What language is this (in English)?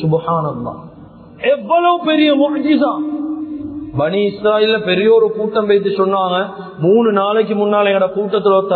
Tamil